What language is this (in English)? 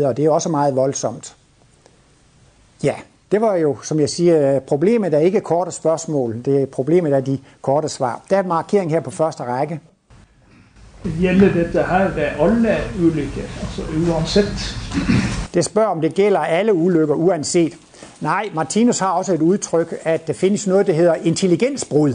Danish